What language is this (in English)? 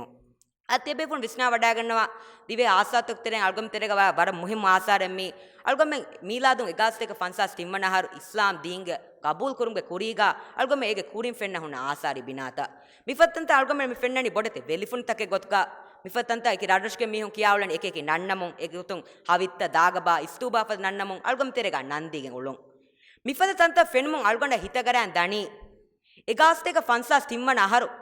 Divehi